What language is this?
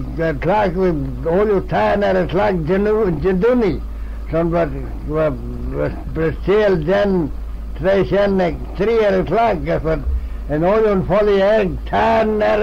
Manx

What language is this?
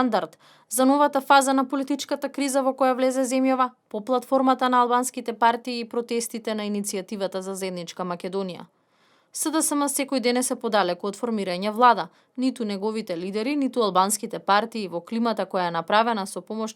Macedonian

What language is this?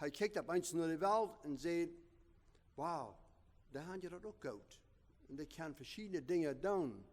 Plautdietsch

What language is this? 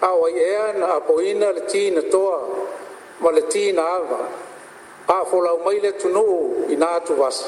Samoan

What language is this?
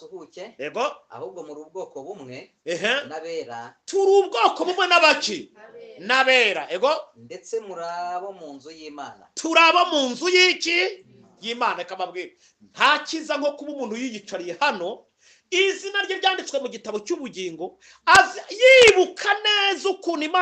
Kinyarwanda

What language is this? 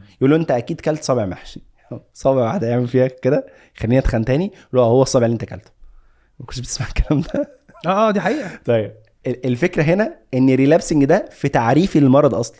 Egyptian Arabic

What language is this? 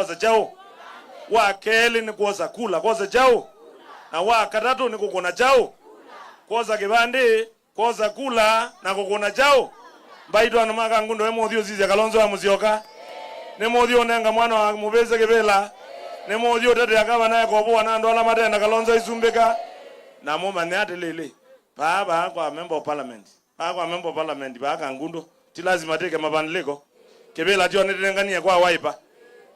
Kamba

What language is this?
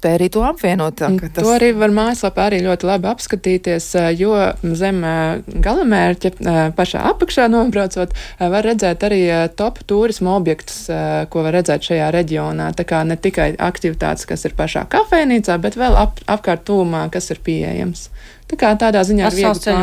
Latvian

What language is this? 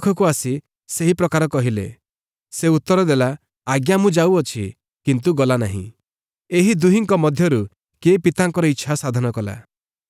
Odia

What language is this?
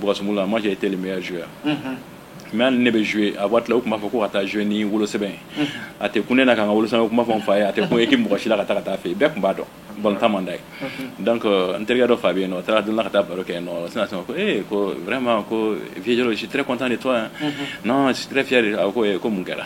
Bambara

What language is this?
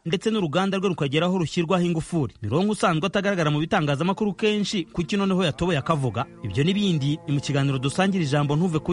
Kinyarwanda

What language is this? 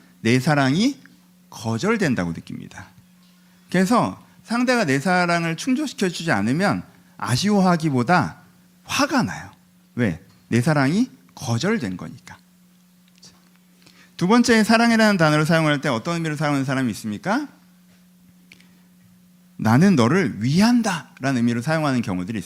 Korean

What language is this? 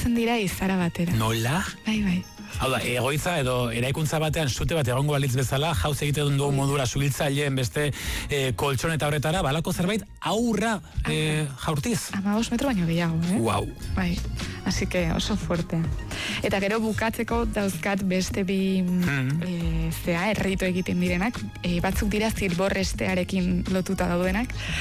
Basque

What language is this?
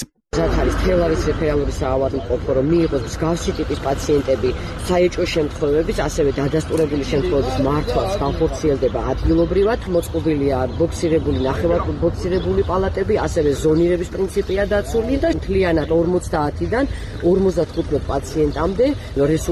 Georgian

